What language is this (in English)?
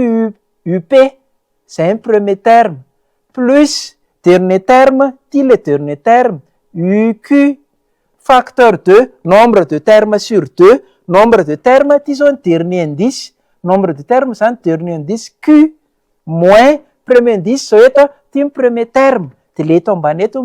Malagasy